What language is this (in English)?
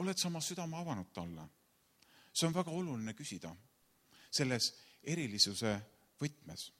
Estonian